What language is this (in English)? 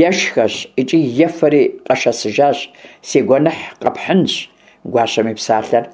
Kabardian